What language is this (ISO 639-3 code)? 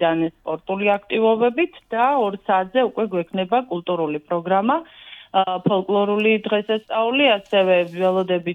kat